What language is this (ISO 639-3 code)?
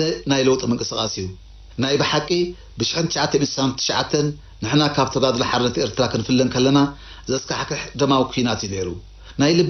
tir